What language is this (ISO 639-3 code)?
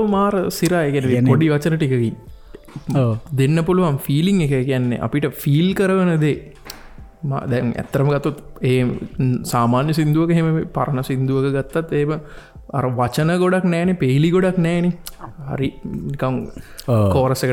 sin